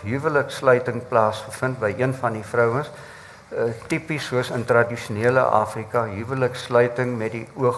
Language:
Afrikaans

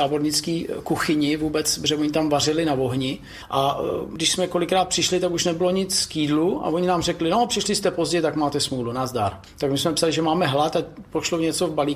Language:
Czech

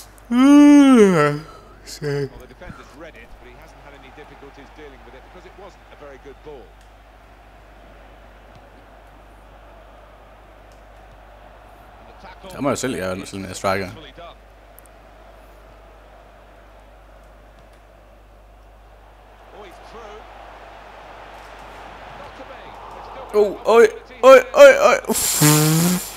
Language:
Danish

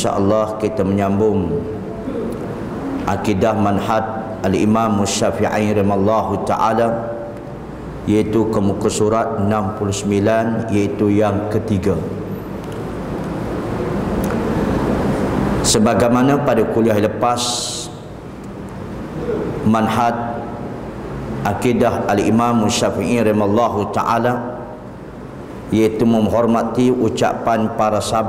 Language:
Malay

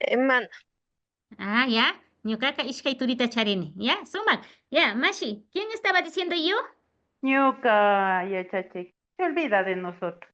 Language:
Imbabura Highland Quichua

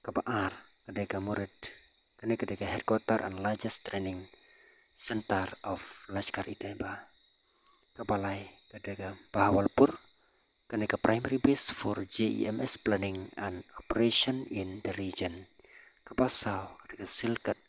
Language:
Khasi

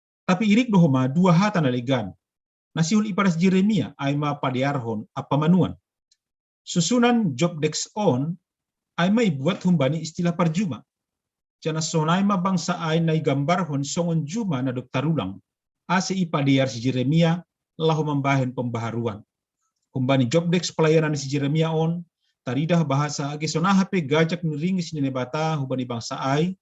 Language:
Batak Simalungun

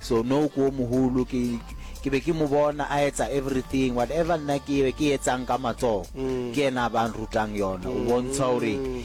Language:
Northern Sotho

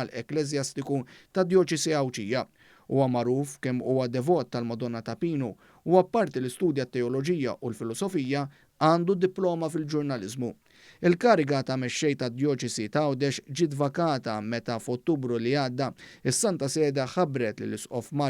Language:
Maltese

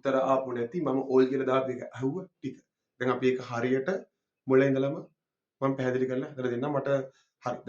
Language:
Sinhala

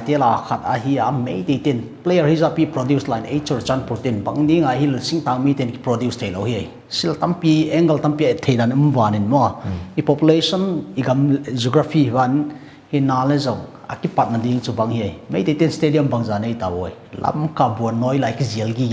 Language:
Paite Chin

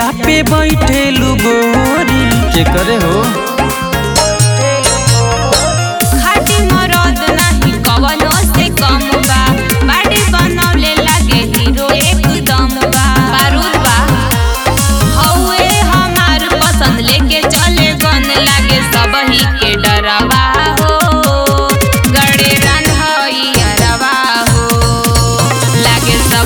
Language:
Bhojpuri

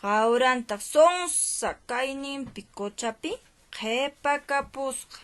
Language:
Quechua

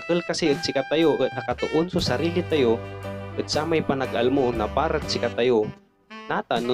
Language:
Pangasinan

